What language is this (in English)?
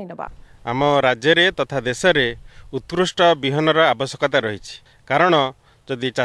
Odia